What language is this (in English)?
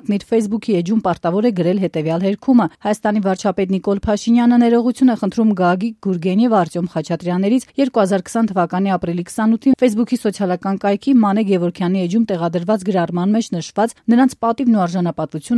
Armenian